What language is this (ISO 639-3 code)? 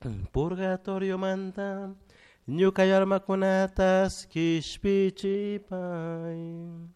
qug